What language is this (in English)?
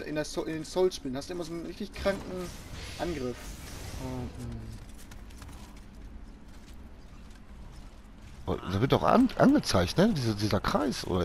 German